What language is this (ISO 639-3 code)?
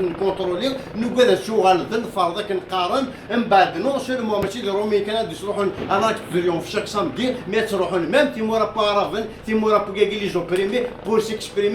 kab